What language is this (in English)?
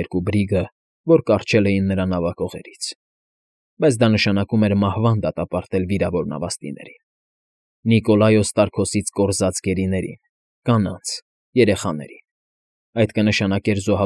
Armenian